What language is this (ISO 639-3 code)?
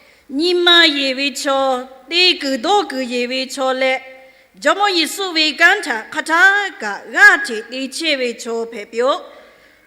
lhu